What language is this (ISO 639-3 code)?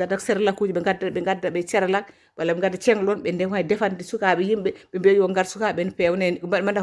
ful